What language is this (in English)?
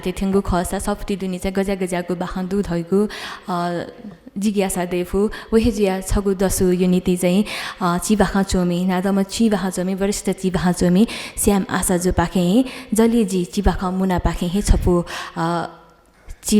Newari